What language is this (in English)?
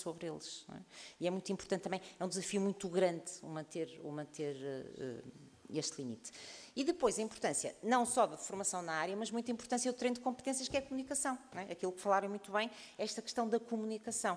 Portuguese